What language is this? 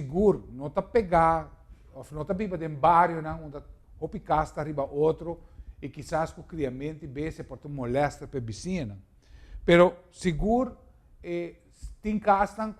Papiamento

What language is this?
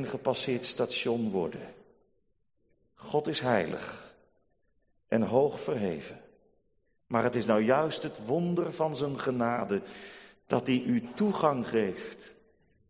Dutch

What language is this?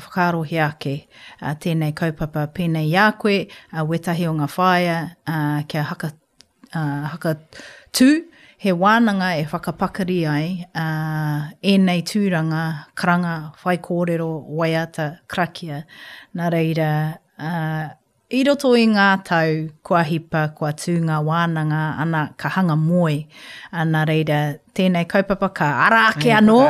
Māori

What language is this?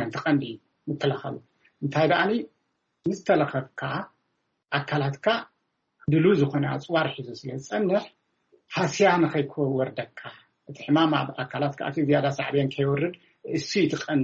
Tigrinya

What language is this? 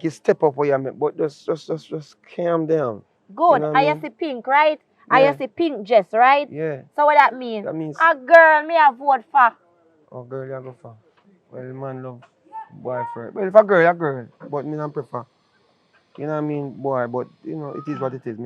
Jamaican Creole English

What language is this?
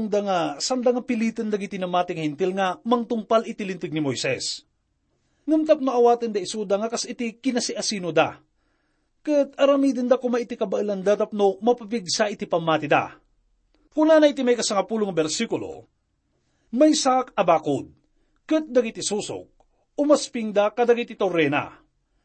Iloko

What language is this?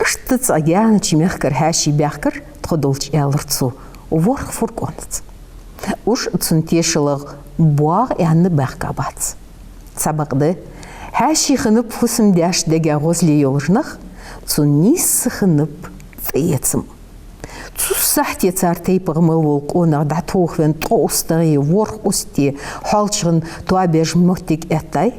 Ingush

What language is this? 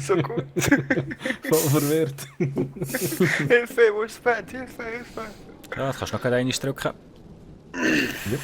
Swiss German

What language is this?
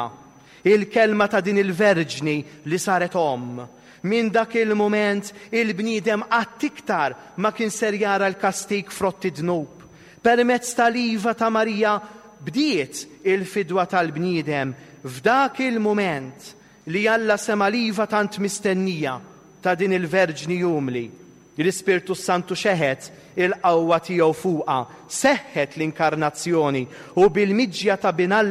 Maltese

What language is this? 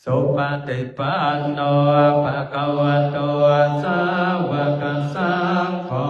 Pali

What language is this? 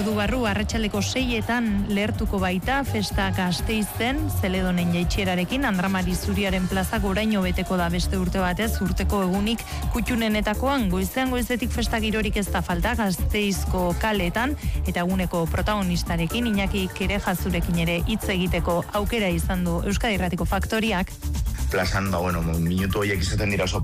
Basque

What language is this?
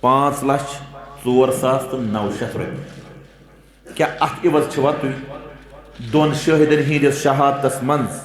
Kashmiri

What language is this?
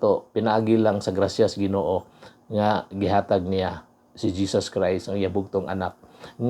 Cebuano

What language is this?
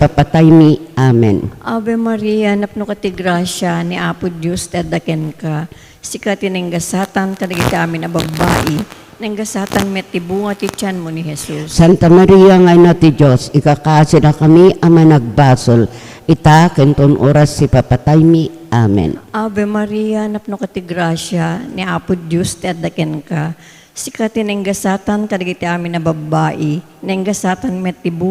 Iloko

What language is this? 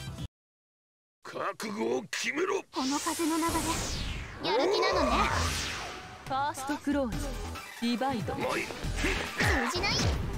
Japanese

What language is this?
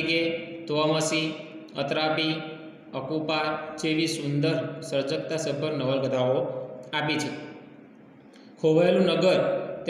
Gujarati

